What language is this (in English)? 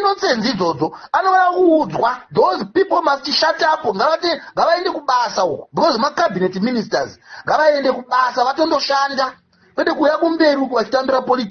Shona